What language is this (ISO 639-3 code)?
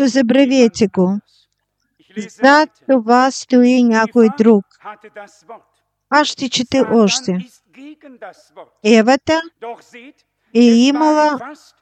bul